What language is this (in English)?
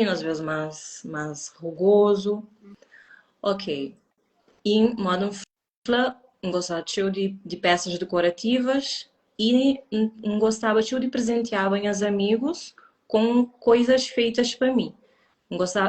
Kabuverdianu